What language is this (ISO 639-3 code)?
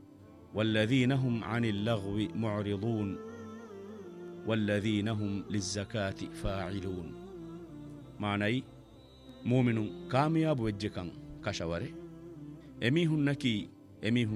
div